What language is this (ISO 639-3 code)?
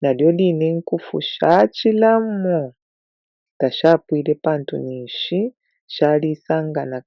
bem